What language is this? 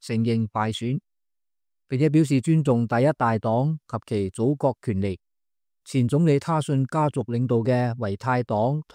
Cantonese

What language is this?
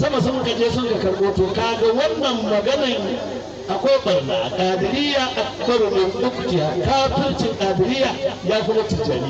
Hausa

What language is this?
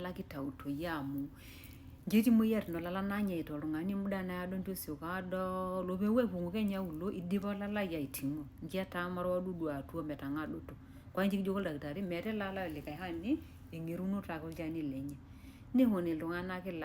Masai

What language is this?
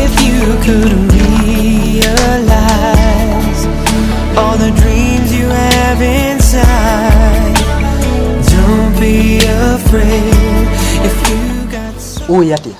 Kikuyu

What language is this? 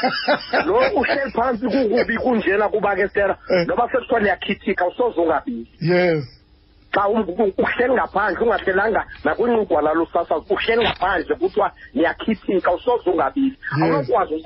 Xhosa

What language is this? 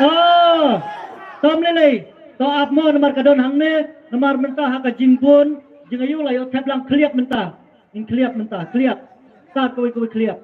Khasi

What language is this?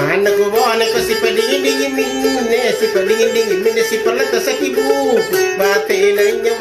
Makasar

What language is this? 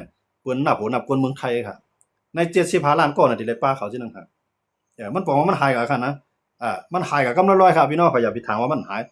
Shan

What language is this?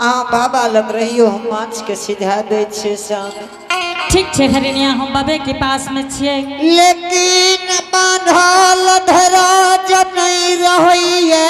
Angika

